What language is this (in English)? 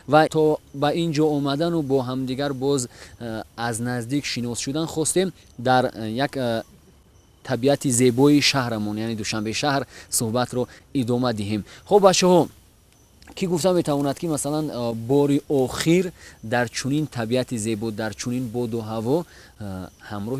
Tajik